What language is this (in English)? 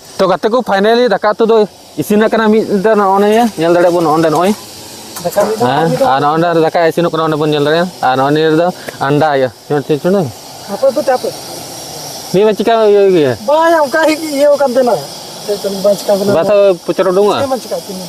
Santali